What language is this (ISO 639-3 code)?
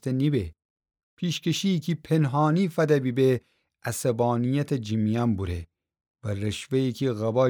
glk